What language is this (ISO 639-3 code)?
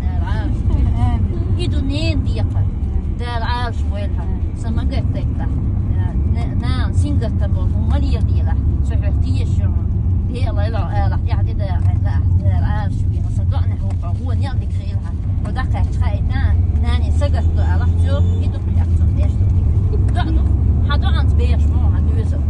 che